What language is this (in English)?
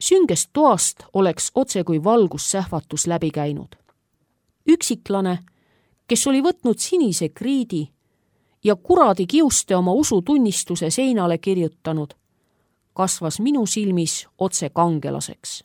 Estonian